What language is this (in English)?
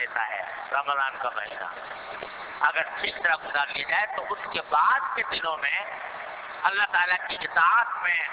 Urdu